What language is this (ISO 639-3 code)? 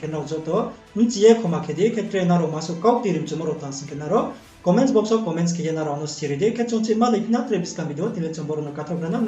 ria